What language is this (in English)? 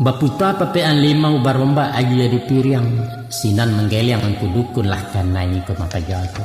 Minangkabau